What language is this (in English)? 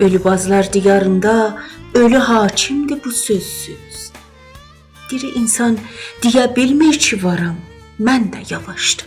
South Azerbaijani